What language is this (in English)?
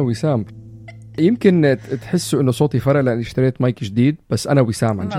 North Levantine Arabic